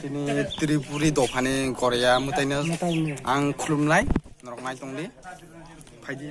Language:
Kok Borok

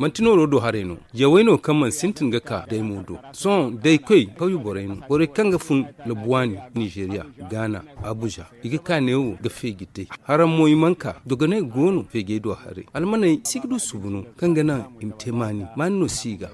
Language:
Zarma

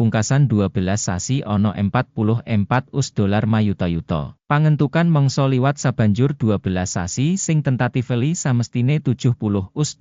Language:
Javanese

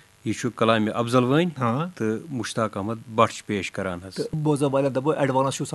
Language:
Kashmiri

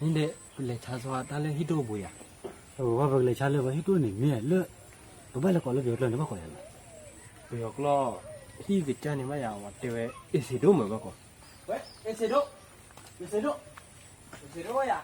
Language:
S'gaw Karen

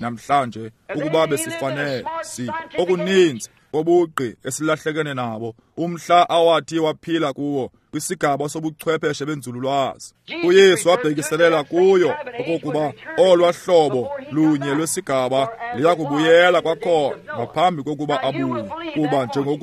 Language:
Xhosa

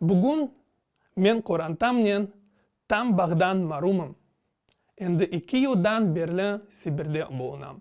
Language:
Crimean Tatar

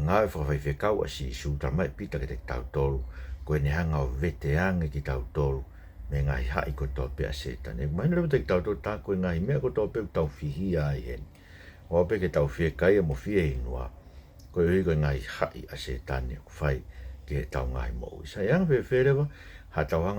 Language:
Tongan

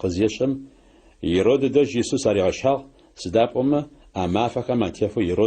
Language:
Adyghe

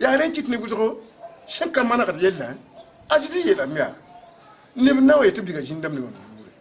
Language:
Mossi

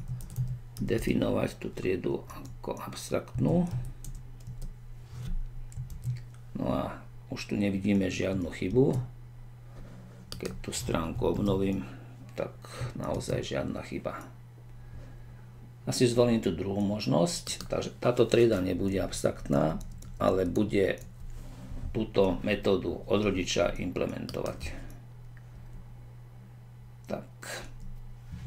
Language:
Slovak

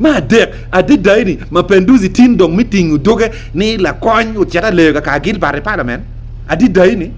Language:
Acoli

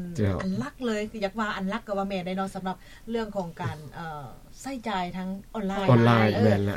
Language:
Lao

